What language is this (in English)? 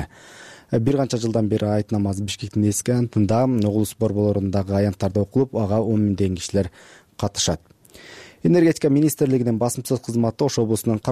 Kyrgyz